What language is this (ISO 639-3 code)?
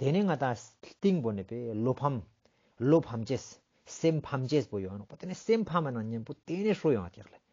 lbj